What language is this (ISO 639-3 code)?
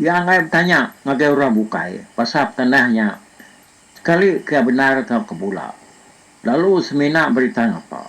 iba